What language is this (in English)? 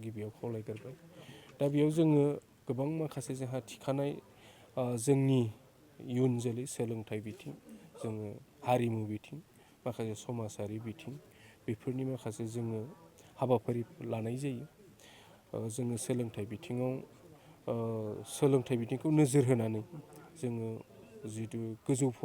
Bodo